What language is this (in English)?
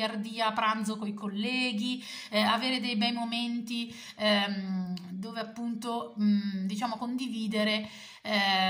Italian